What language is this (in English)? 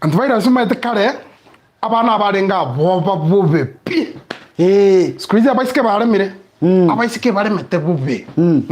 Gusii